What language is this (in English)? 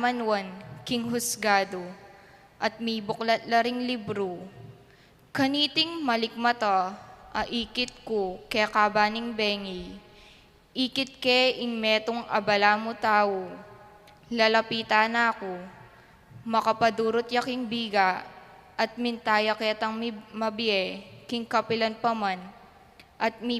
Pampanga